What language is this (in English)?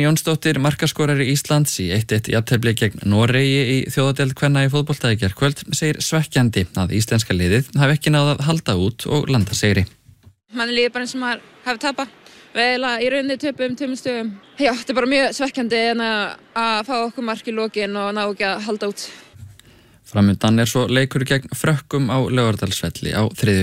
Icelandic